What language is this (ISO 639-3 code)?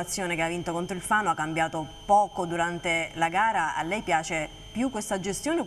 ita